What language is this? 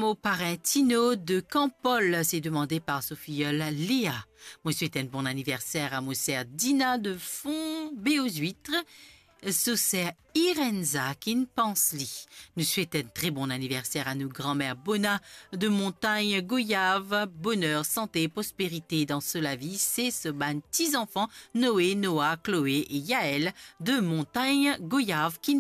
Morisyen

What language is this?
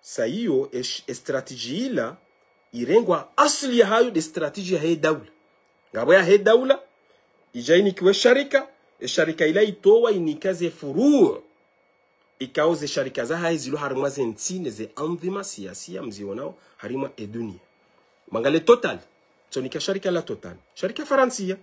Ngazidja Comorian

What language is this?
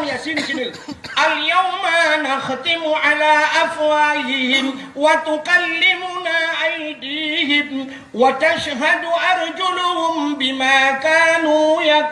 Achinese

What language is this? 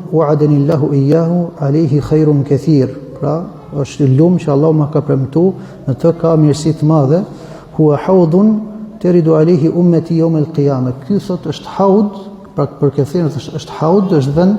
Albanian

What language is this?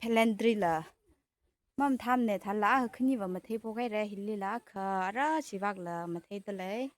Tangkhul Naga (India)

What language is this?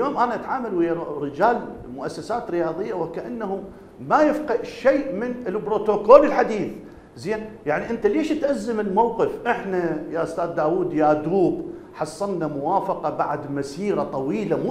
Mesopotamian Arabic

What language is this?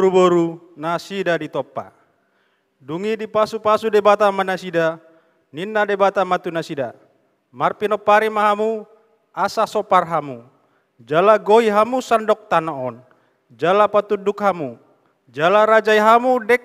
Batak Toba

